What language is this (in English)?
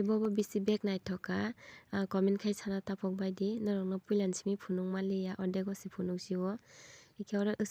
Kok Borok